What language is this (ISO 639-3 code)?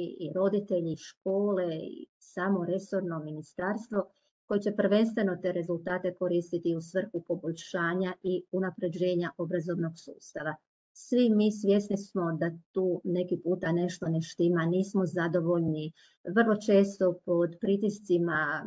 hrv